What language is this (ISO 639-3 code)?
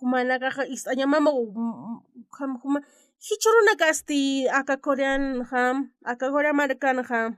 aym